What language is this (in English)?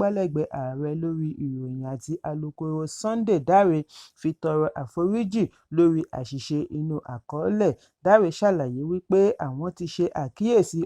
Yoruba